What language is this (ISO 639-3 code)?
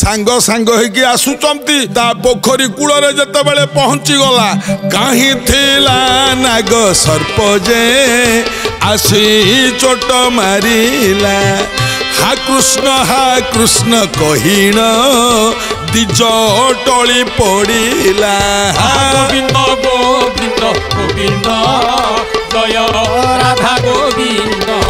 ori